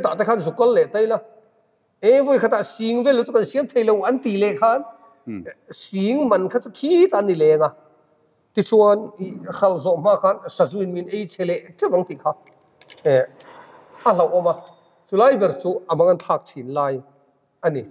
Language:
Mizo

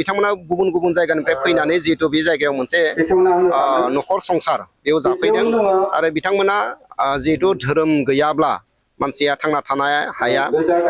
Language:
Bodo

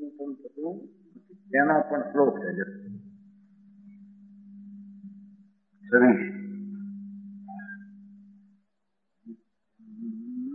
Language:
Gujarati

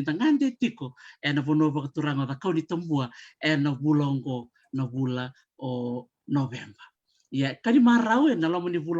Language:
Fijian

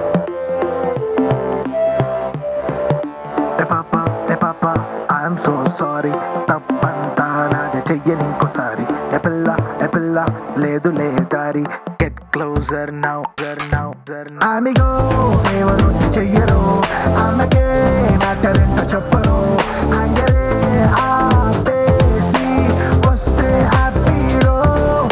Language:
Telugu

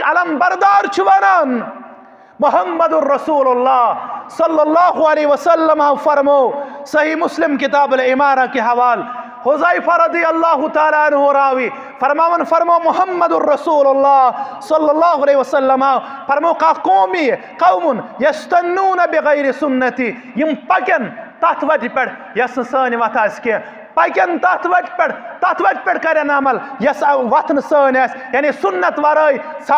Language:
Kashmiri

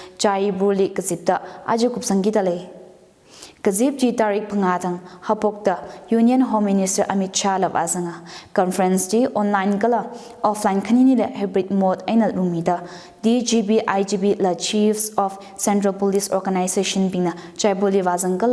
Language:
Tangkhul Naga (India)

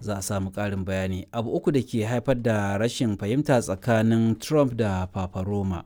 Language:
Hausa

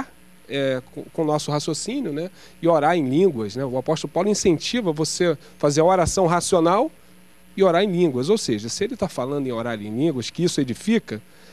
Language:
Portuguese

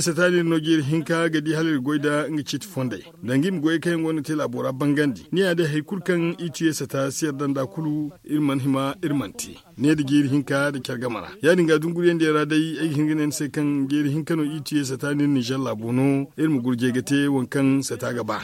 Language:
Zarma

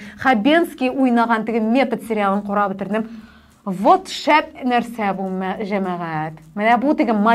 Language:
Tatar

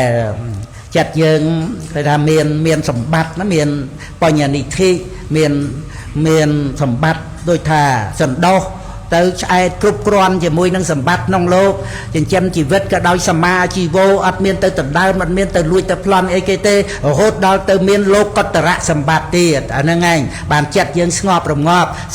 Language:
Khmer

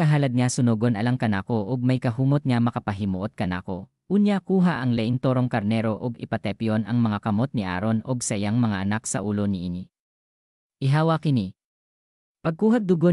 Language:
Cebuano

